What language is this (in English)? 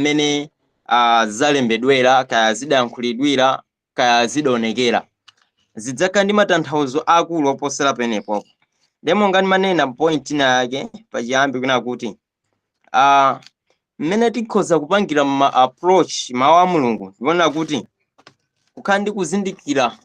Nyanja